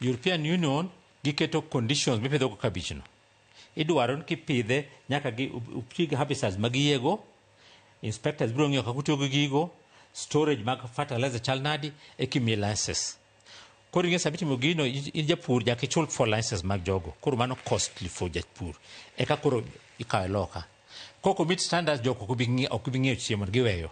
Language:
Luo (Kenya and Tanzania)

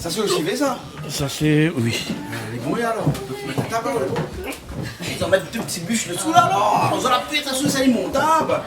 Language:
Réunion Creole French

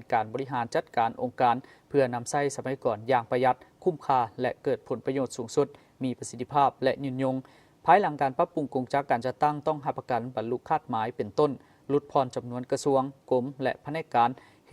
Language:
Lao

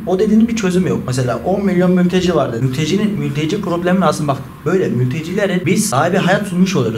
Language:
Turkish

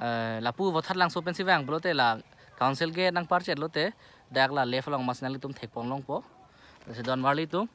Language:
Karbi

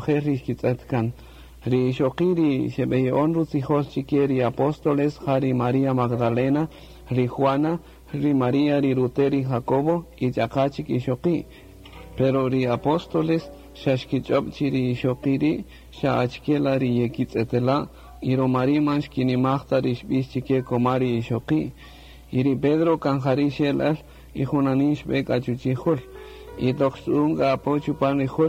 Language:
Kaqchikel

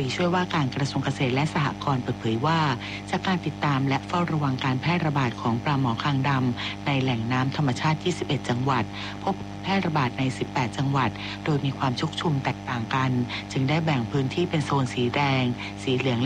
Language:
Thai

